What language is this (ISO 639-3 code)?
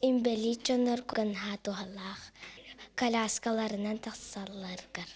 sah